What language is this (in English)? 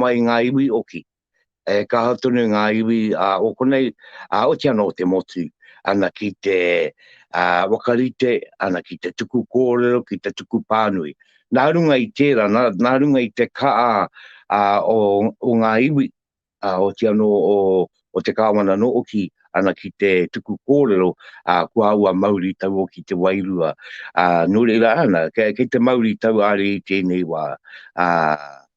Māori